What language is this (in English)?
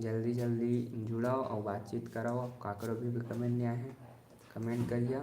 Chhattisgarhi